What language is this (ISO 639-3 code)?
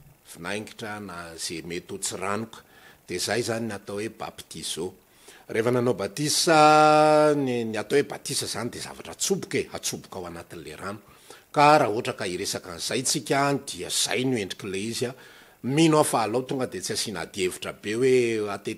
mlg